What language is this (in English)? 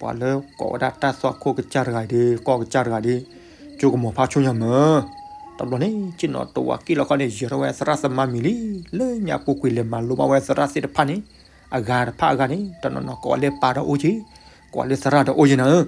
S'gaw Karen